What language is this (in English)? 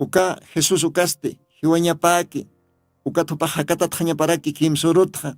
Aymara